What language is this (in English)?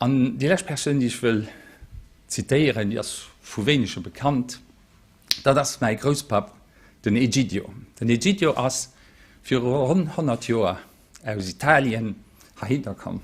Luxembourgish